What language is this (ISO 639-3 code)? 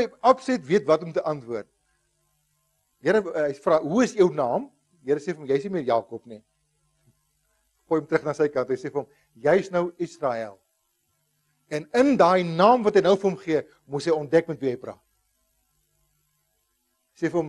afr